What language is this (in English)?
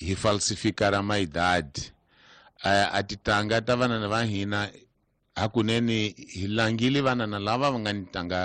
Tsonga